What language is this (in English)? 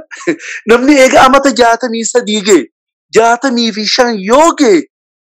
Oromo